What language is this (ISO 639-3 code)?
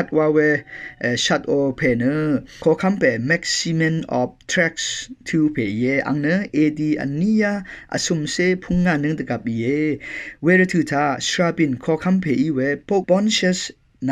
raw